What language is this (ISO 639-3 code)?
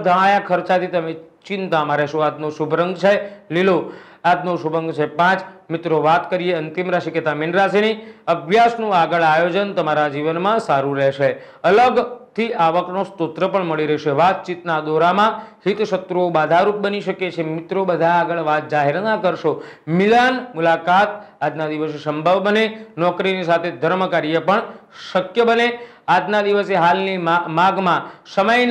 guj